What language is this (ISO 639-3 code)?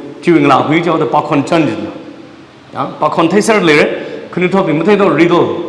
nmf